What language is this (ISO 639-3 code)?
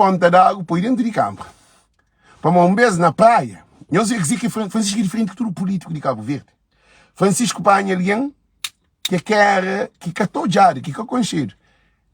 kea